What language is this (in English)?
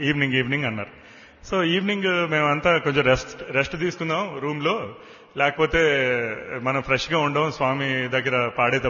Telugu